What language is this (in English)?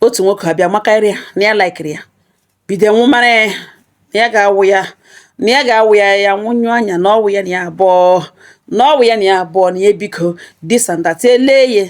Igbo